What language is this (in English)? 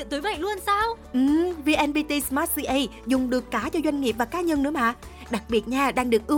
Vietnamese